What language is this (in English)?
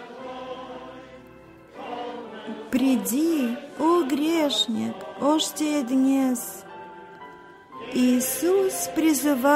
Bulgarian